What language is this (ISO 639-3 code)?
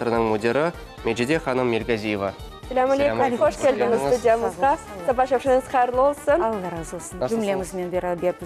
crh